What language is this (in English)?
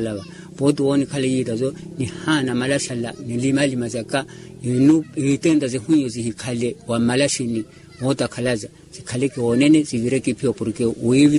Makhuwa